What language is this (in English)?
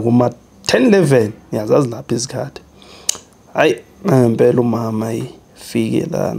Zulu